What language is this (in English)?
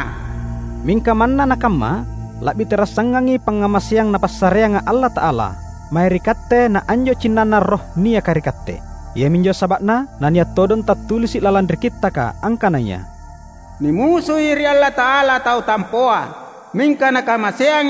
Makasar